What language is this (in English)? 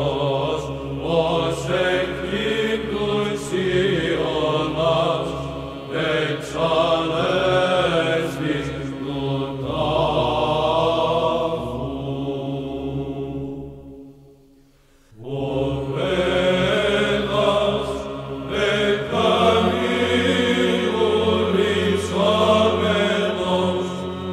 Greek